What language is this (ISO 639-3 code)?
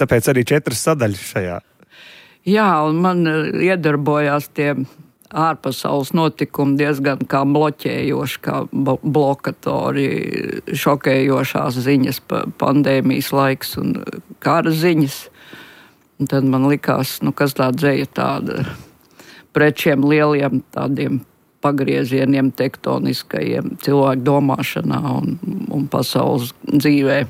lav